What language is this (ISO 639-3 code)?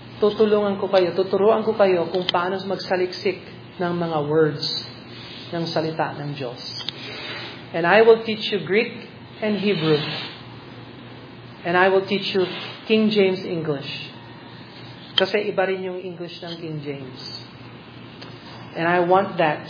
fil